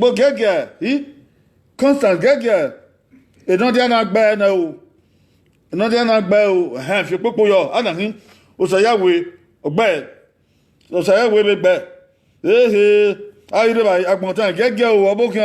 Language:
Bini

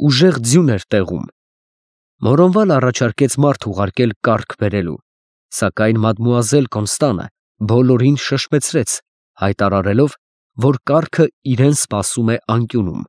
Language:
Armenian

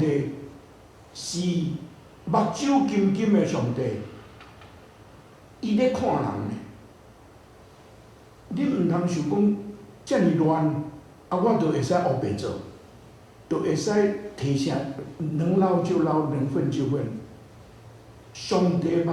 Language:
Min Nan Chinese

